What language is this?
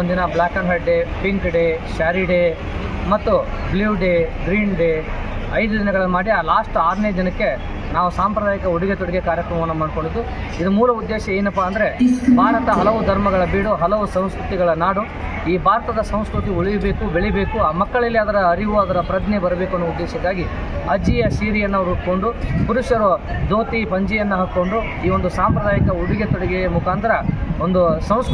Kannada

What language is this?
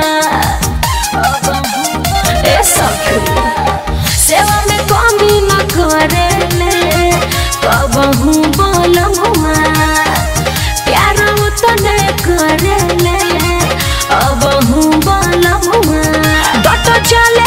Bhojpuri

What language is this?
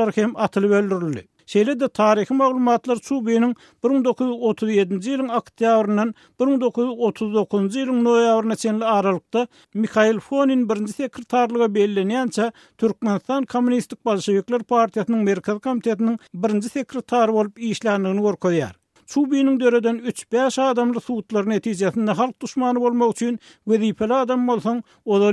Turkmen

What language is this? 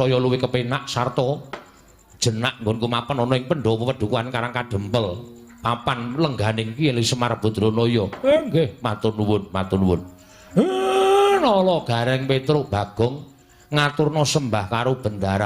Javanese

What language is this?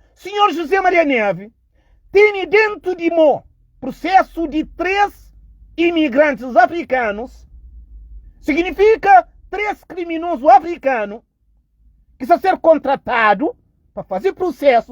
Kabuverdianu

